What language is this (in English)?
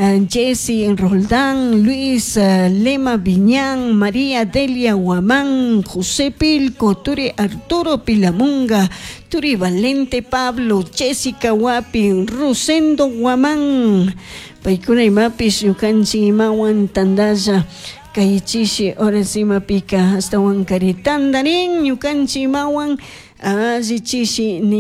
Chimborazo Highland Quichua